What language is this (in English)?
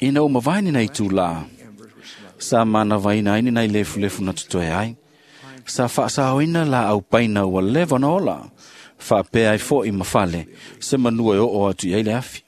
Samoan